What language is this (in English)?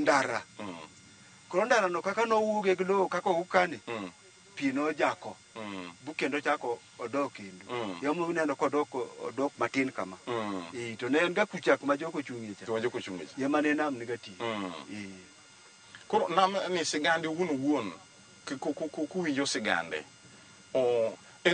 Luo (Kenya and Tanzania)